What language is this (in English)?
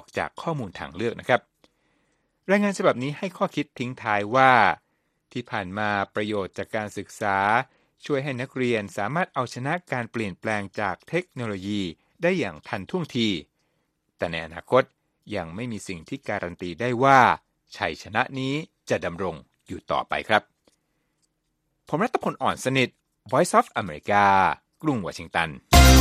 Thai